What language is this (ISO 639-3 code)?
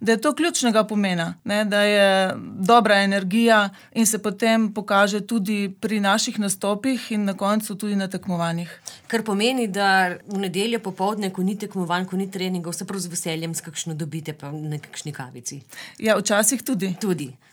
slv